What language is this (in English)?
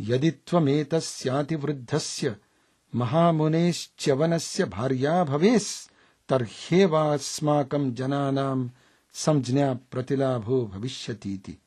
Sanskrit